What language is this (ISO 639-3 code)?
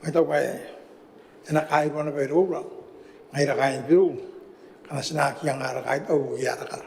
gil